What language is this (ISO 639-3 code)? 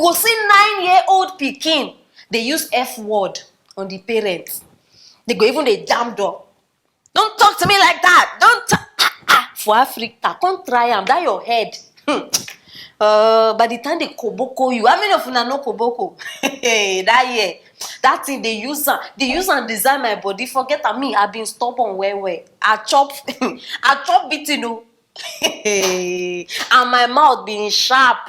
pcm